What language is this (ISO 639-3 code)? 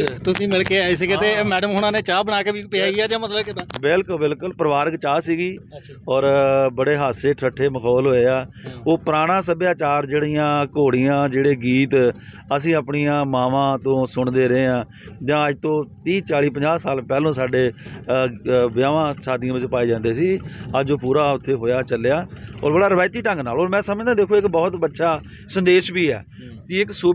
pan